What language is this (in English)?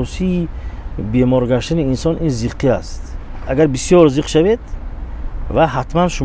Tajik